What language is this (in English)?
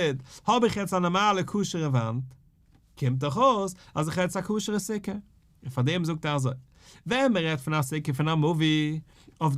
Yiddish